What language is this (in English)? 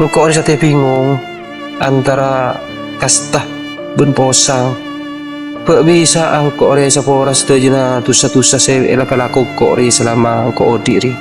Madurese